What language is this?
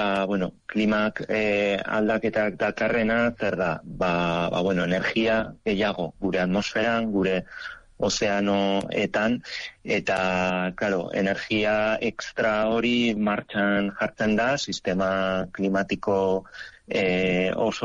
Basque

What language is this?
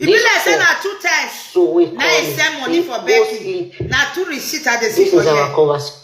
Nigerian Pidgin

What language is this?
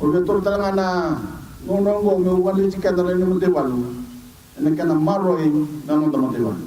Fijian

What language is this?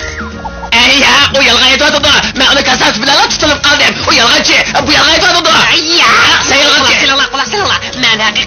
Uyghur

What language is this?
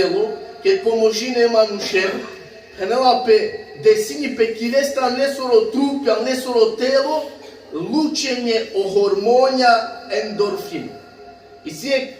Balkan Romani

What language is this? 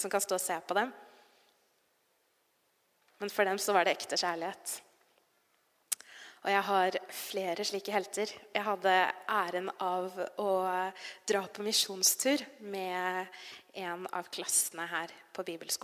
Norwegian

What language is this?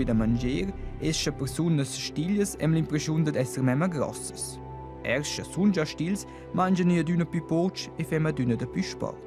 Romansh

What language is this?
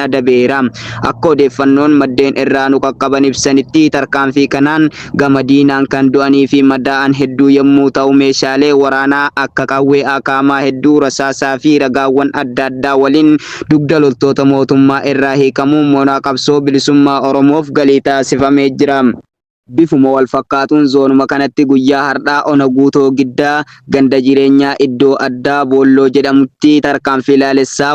Oromo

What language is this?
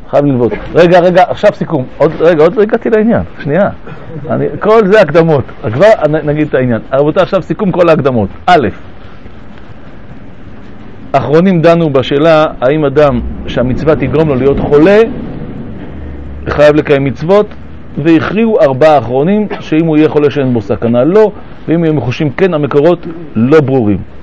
Hebrew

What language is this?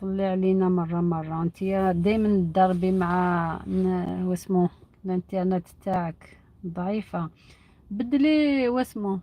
Algerian Arabic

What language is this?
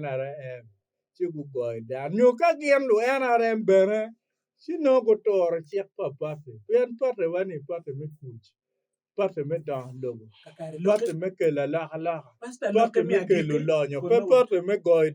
Acoli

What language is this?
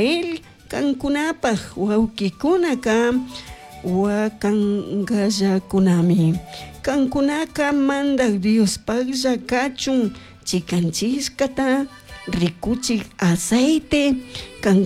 Chimborazo Highland Quichua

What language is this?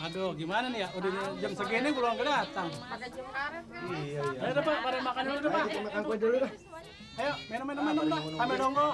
Betawi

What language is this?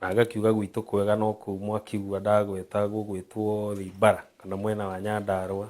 Kikuyu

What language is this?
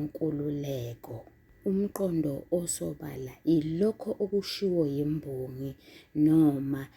Zulu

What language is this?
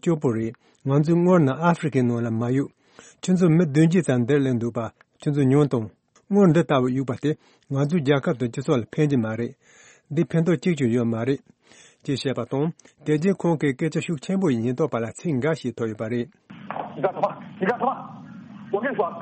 Tibetan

